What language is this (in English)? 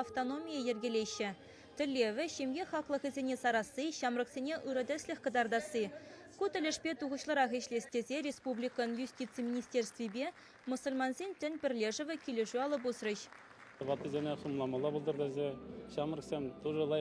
Chuvash